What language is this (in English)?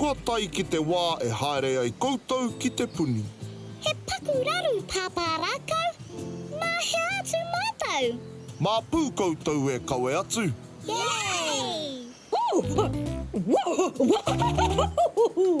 Māori